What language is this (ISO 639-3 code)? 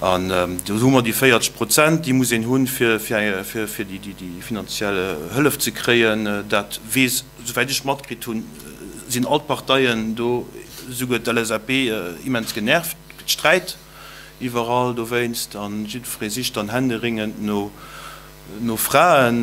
ltz